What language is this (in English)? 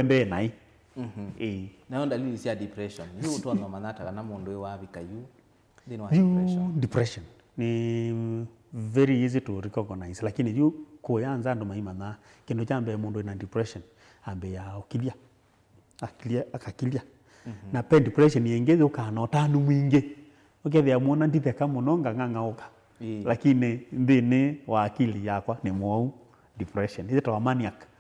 Kamba